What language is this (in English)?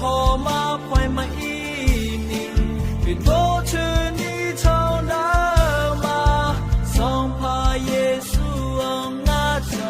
Akha